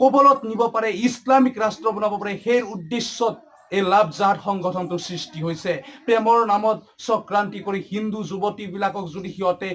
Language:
Assamese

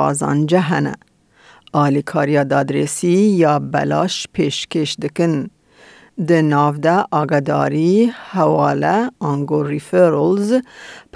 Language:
Kurdish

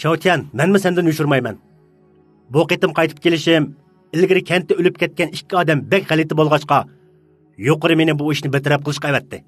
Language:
Uyghur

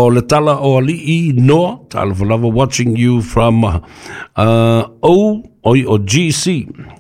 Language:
Samoan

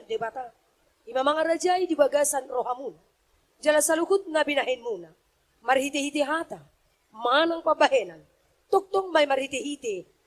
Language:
Batak Toba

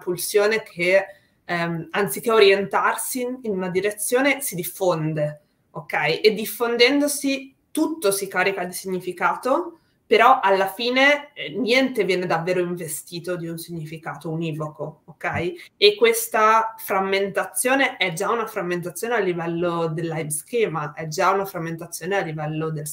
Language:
Italian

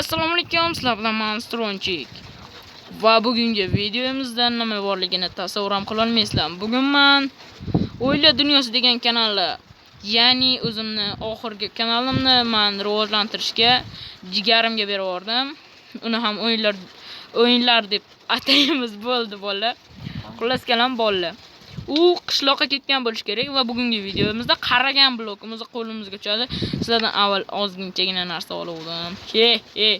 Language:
Uzbek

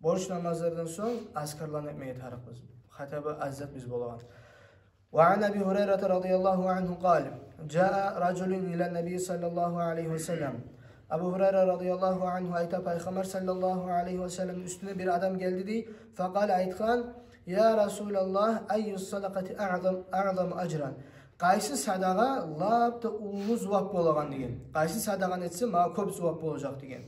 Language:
Kumyk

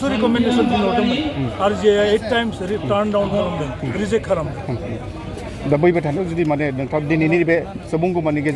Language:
Bodo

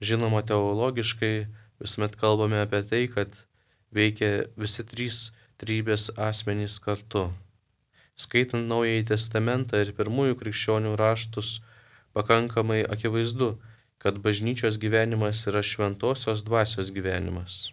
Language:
Lithuanian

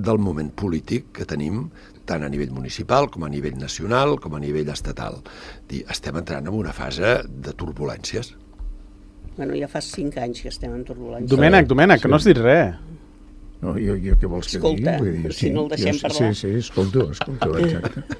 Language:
Catalan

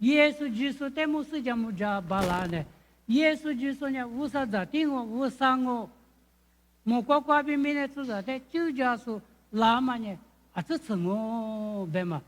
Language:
Lisu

